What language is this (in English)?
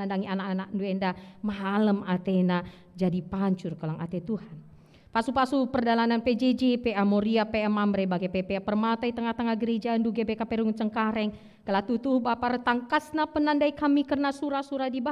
Batak Karo